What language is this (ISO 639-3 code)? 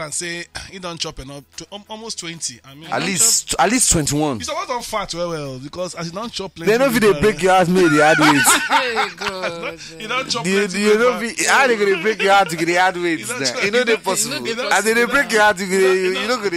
pcm